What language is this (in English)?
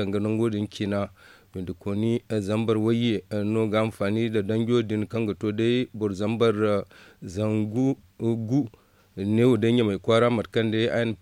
Zarma